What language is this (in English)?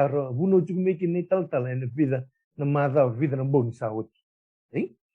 Fijian